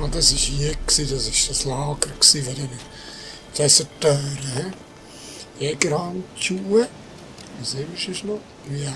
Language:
Swiss German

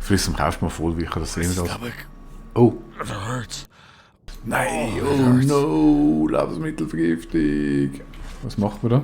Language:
Swiss German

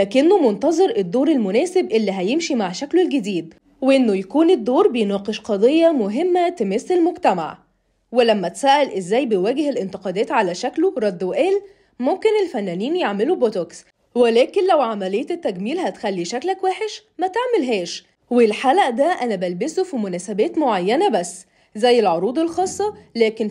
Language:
Egyptian Arabic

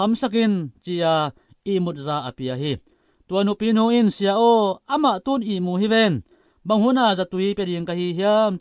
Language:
Tedim Chin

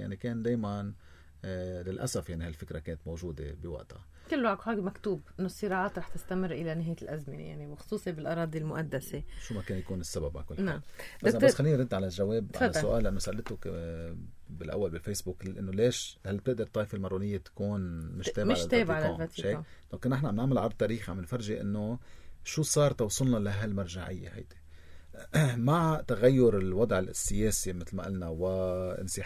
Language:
North Levantine Arabic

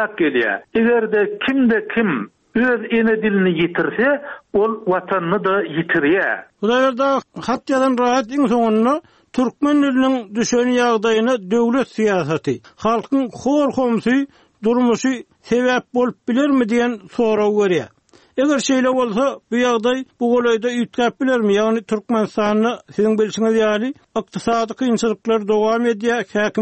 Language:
Turkmen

